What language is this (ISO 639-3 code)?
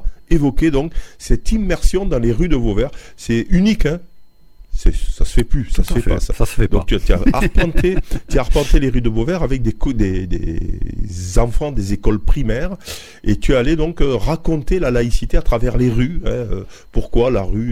fra